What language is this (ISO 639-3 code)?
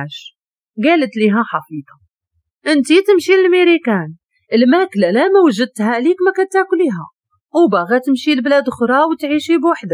ary